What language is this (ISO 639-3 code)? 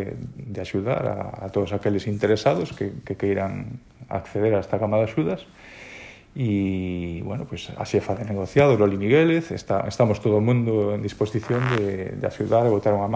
glg